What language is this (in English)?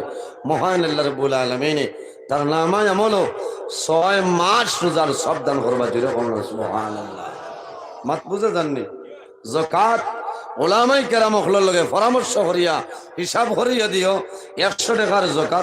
Sylheti